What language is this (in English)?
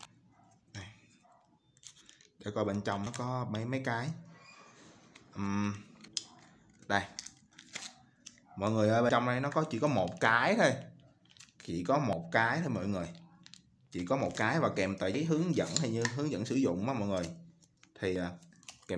Vietnamese